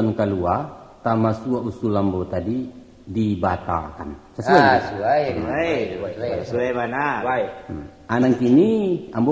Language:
Minangkabau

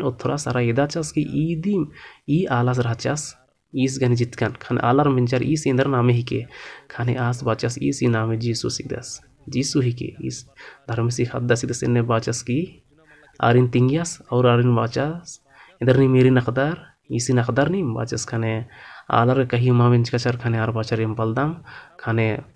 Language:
Kurukh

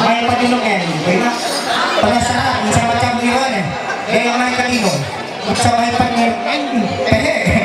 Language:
Ma'anyan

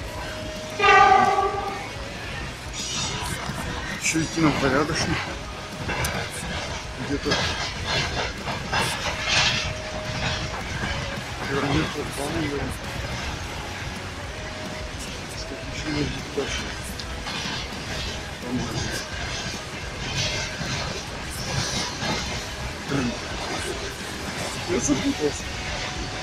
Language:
Russian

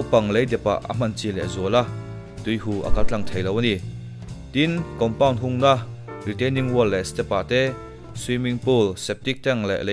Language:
Mizo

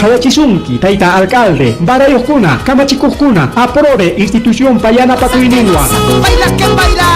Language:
Ayacucho Quechua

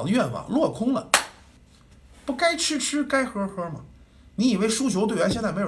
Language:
Chinese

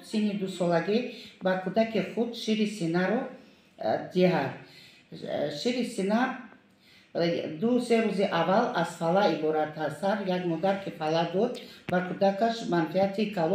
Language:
Tajik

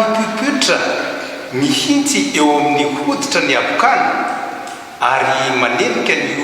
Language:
Malagasy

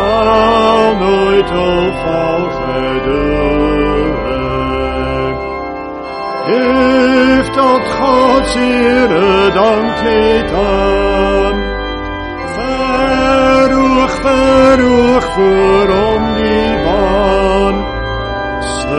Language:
Afrikaans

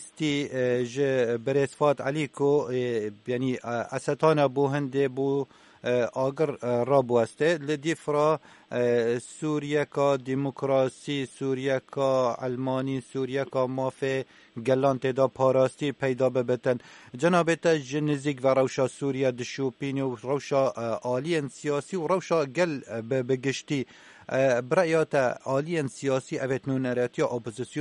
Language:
Kurdish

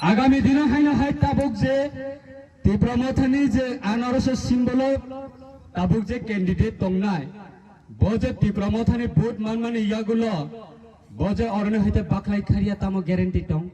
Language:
Kok Borok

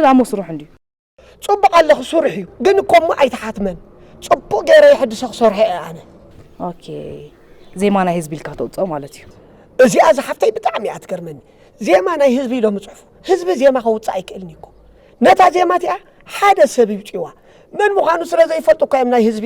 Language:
Tigrinya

